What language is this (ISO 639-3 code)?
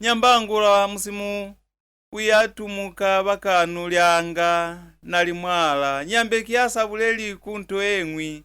loz